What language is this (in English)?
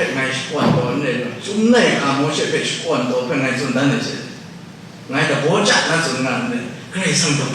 Kachin